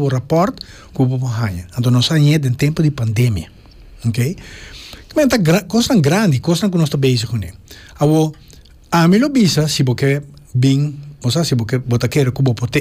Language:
Papiamento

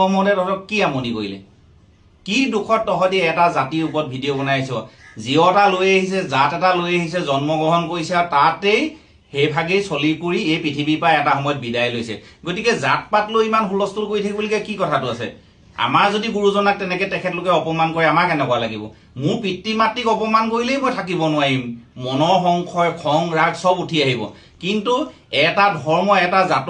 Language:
Assamese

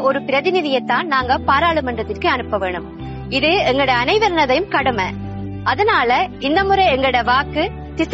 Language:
Tamil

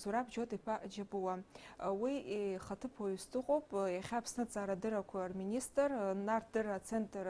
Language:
Abkhazian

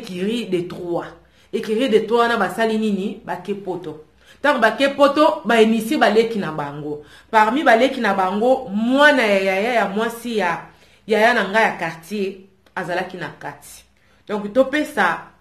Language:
Lingala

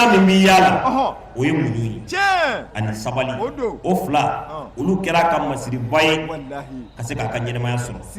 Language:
Bambara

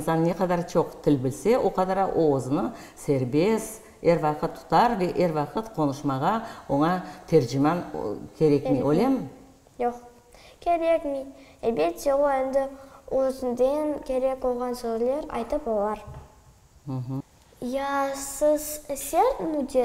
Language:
Crimean Tatar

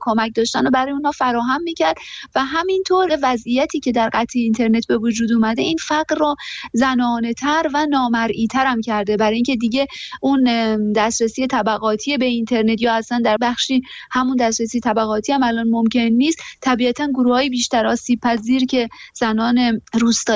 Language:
Persian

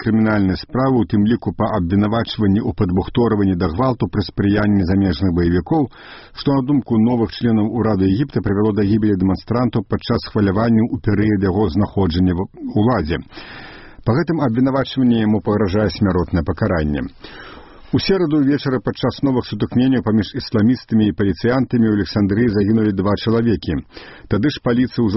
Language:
Belarusian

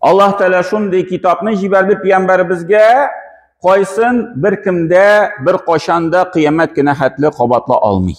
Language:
Tatar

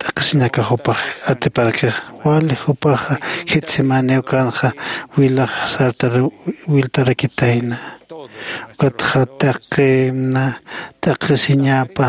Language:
Aymara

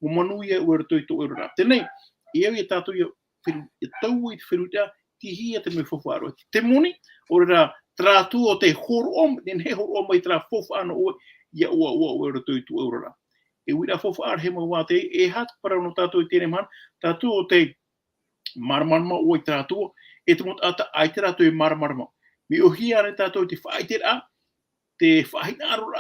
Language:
Tahitian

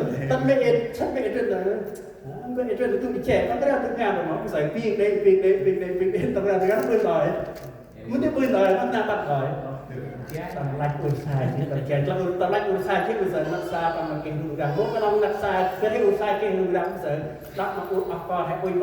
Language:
Central Mnong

